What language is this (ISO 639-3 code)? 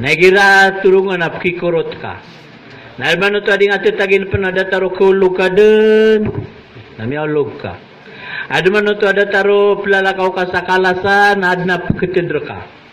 mrw